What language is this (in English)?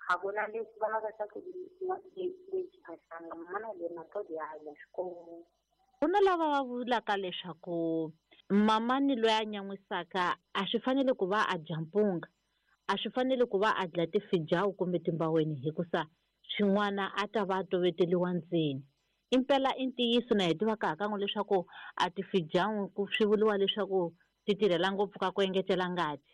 Tsonga